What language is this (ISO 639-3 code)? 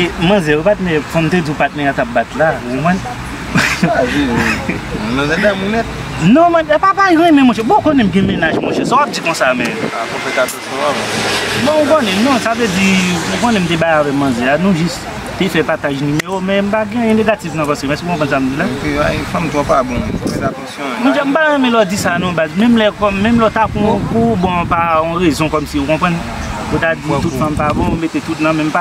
hat